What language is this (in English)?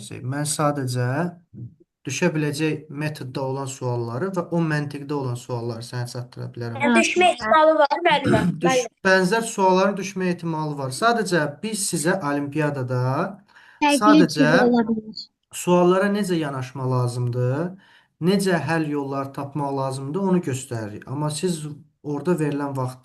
Azerbaijani